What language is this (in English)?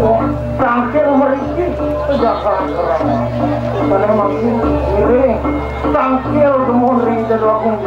Balinese